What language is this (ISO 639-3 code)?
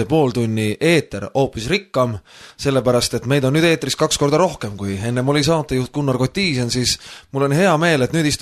est